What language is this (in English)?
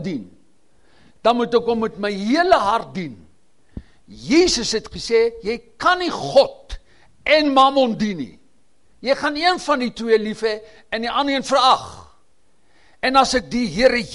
Afrikaans